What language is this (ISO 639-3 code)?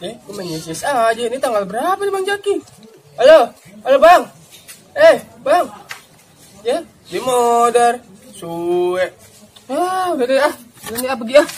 bew